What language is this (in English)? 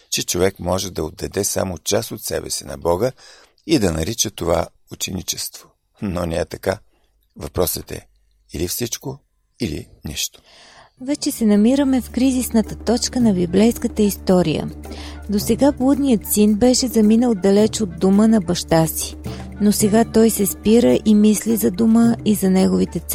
Bulgarian